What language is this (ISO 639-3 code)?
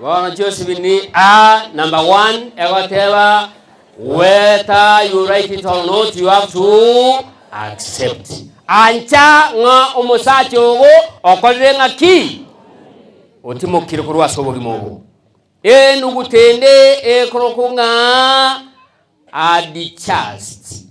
guz